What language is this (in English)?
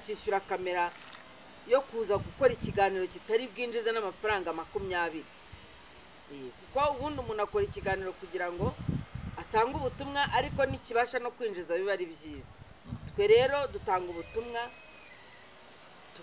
Kinyarwanda